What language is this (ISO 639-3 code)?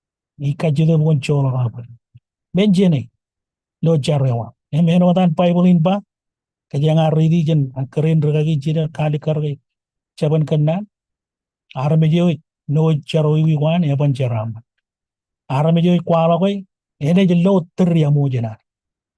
mah